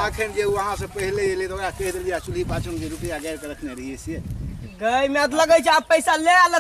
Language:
Maithili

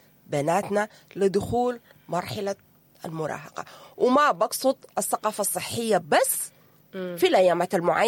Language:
Sudanese Arabic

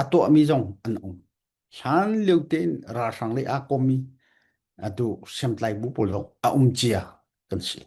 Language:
Falam Chin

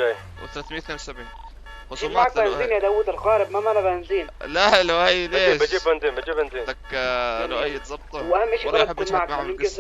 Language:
North Levantine Arabic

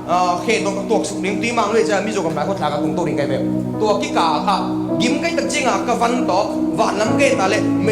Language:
Tedim Chin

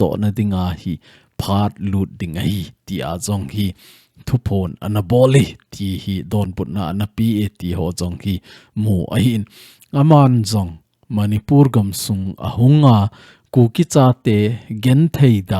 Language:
Thado Chin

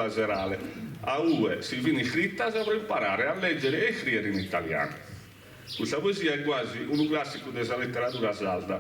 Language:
Sardinian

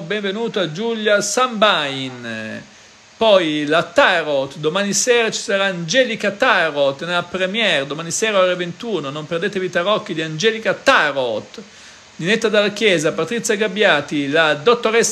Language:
Italian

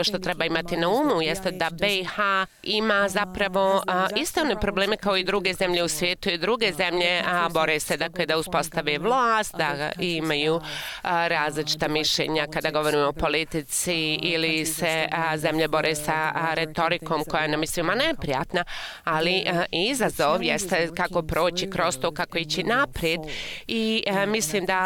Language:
Bosnian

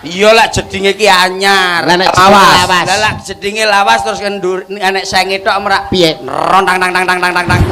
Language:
Javanese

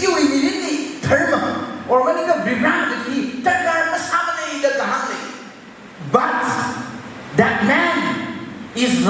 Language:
Tangkhul Naga (India)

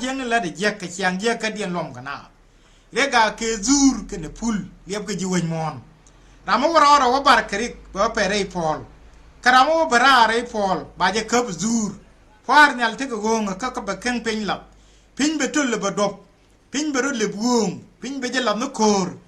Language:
Nuer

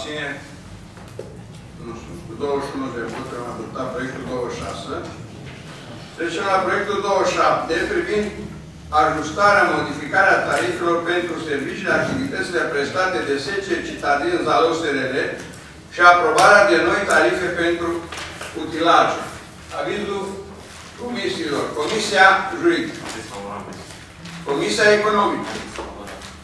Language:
Romanian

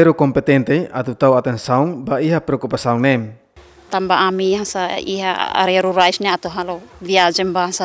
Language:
Tetum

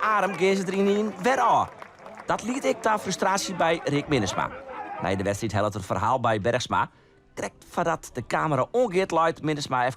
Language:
Western Frisian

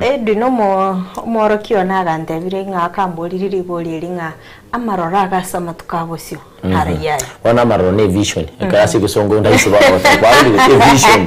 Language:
Gusii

